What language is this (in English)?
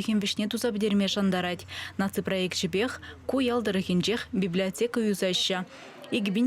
Chuvash